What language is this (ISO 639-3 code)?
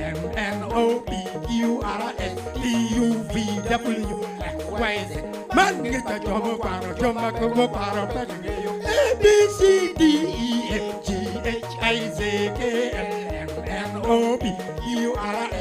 ach